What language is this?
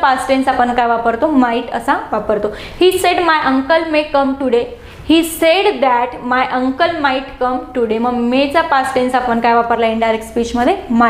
Marathi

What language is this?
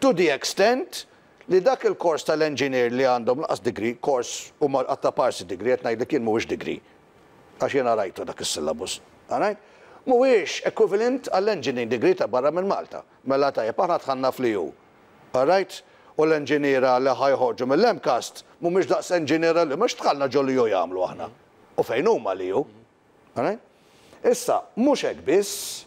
Maltese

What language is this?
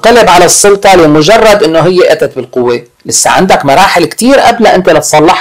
North Levantine Arabic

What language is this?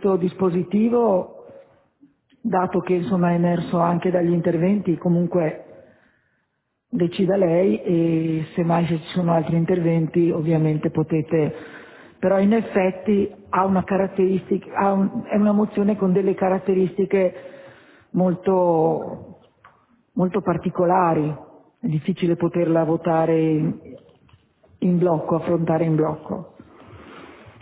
Italian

